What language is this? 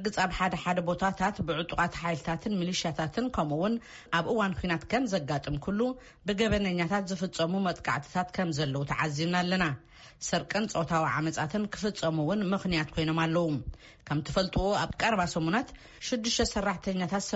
Tigrinya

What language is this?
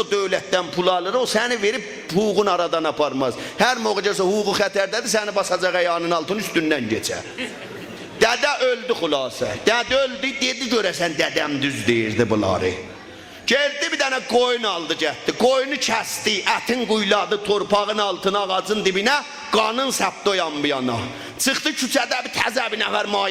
South Azerbaijani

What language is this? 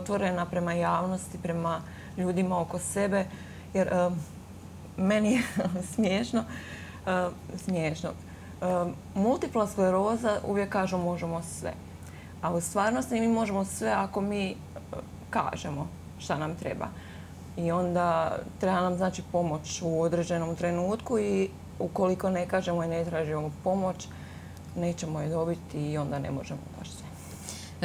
Croatian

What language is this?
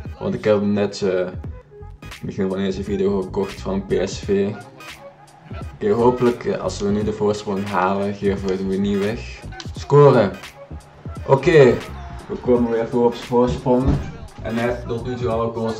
Dutch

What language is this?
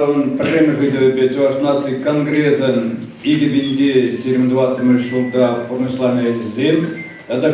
Chuvash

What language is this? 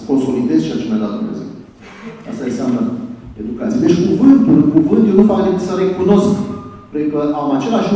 Romanian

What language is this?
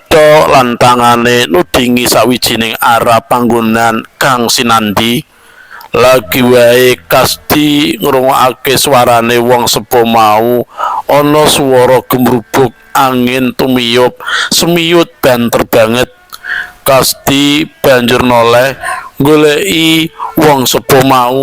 Javanese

